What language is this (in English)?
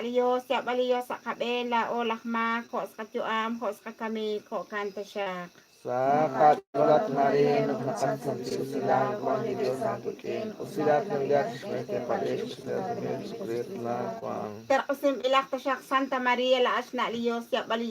Kekchí